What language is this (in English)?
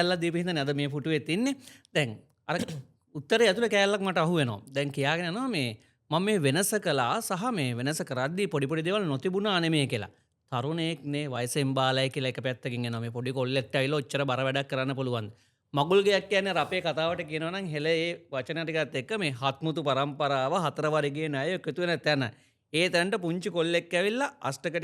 Sinhala